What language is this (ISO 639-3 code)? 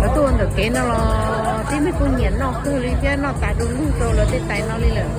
hmn